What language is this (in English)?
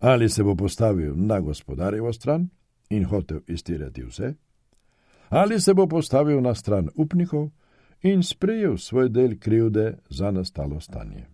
Slovenian